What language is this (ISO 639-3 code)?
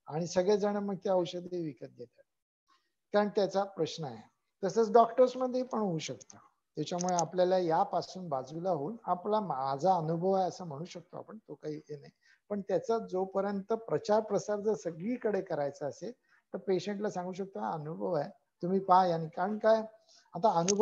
mar